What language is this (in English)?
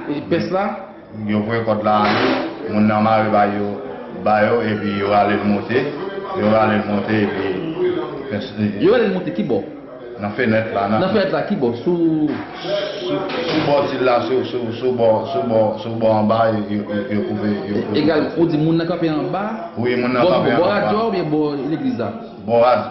Haitian Creole